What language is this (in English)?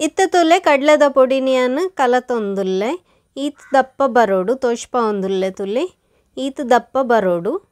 Tulu